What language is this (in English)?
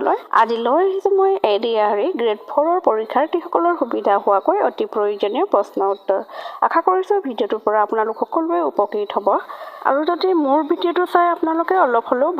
Assamese